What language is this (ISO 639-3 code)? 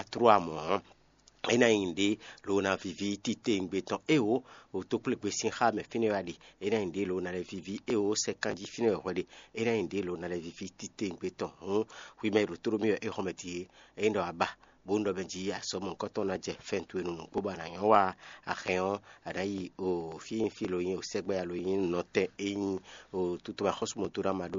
fon